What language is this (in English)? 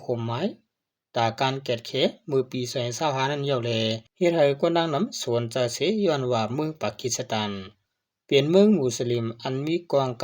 Shan